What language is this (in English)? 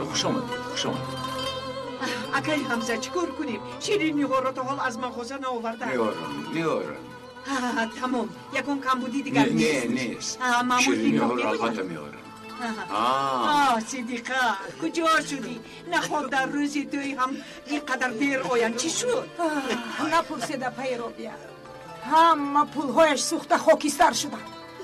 Tajik